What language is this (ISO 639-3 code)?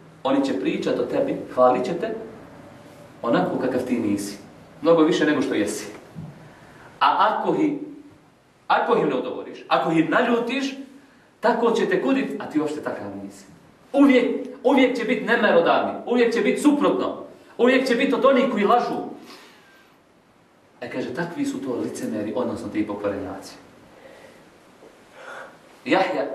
bos